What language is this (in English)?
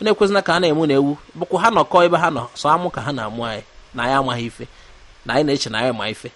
Igbo